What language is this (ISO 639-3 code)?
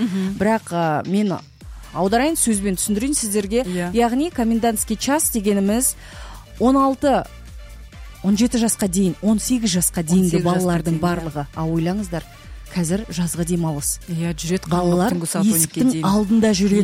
kaz